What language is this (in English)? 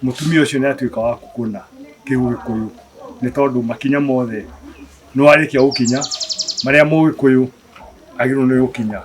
Kikuyu